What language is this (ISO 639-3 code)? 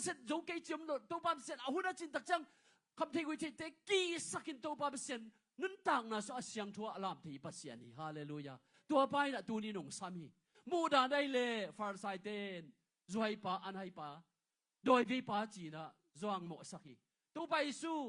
ctd